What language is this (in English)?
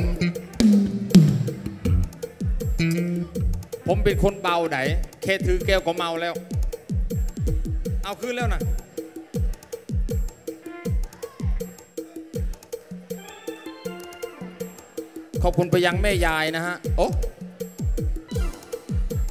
Thai